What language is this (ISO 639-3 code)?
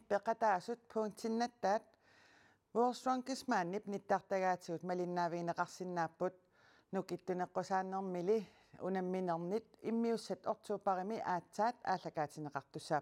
kal